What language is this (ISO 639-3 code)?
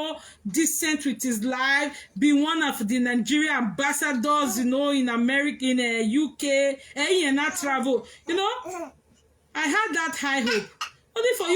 pcm